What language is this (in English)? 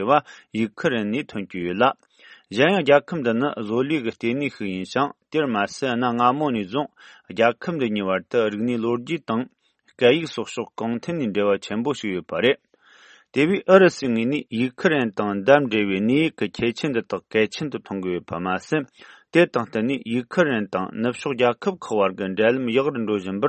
Tibetan